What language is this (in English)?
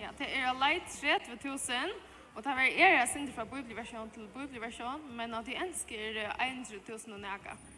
Faroese